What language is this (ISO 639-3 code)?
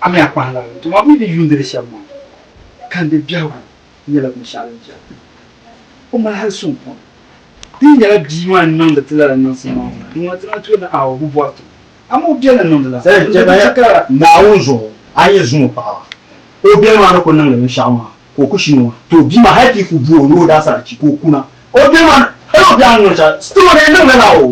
dag